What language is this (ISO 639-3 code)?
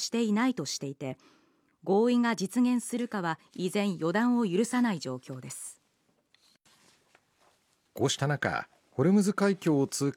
jpn